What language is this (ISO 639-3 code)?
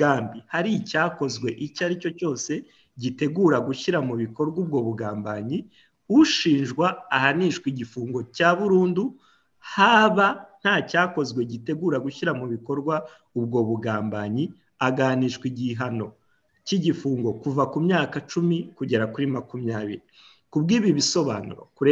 kin